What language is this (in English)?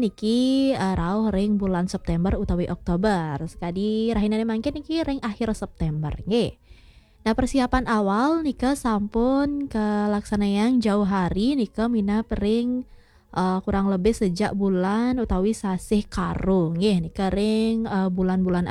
Balinese